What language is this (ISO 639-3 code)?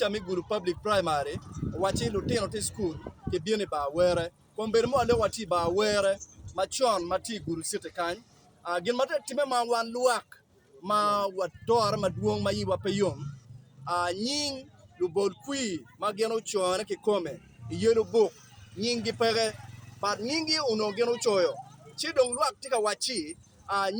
ach